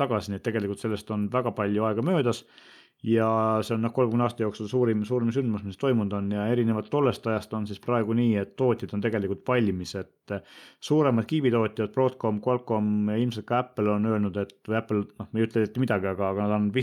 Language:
Estonian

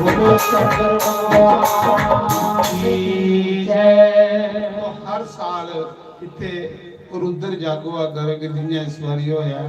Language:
Dogri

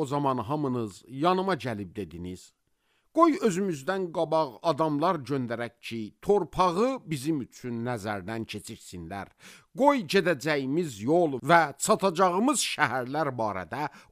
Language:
Azerbaijani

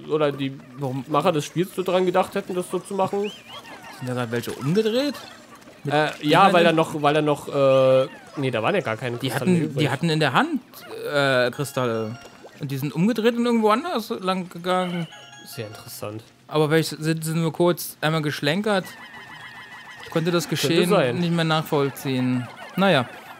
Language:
German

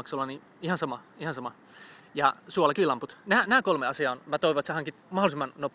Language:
Finnish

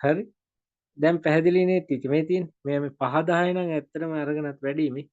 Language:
Sinhala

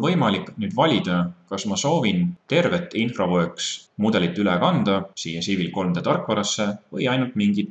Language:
Estonian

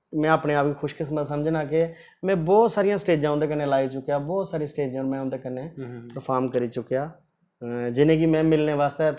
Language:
Dogri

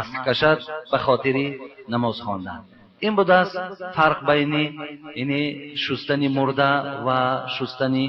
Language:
Tajik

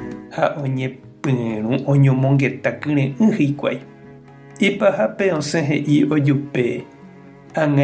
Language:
Guarani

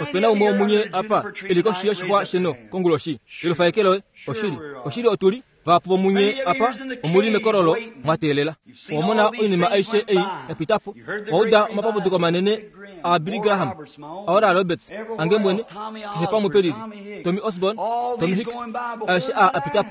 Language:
Kuanyama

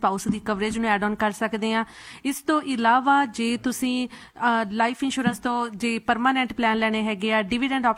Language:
Punjabi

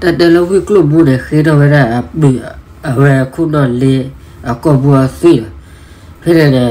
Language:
S'gaw Karen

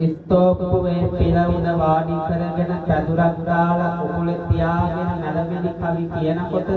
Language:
Sinhala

